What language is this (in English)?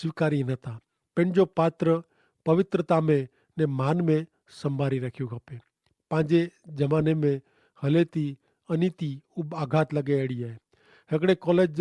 Kachhi